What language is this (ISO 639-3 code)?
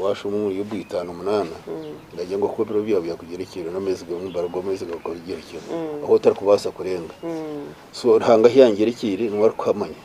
nyn